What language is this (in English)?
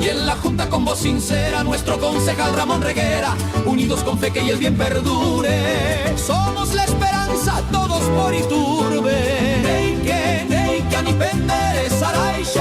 Guarani